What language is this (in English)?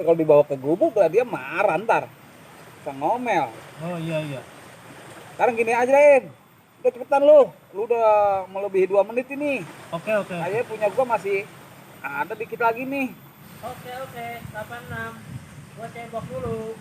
Betawi